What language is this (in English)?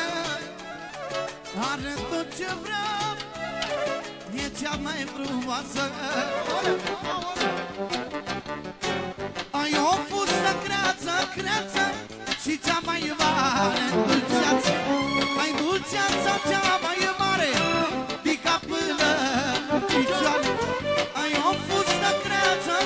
Romanian